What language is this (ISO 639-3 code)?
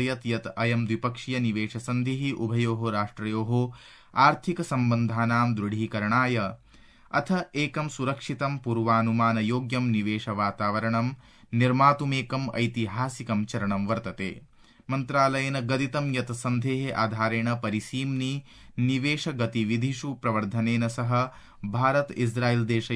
san